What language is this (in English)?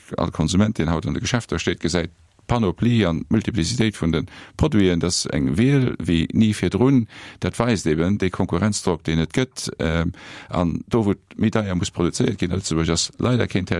Luxembourgish